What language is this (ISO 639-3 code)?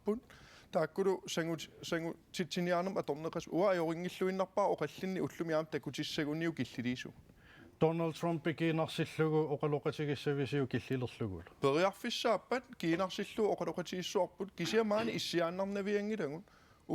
kal